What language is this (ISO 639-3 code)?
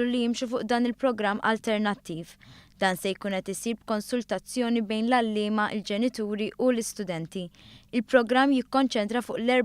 mlt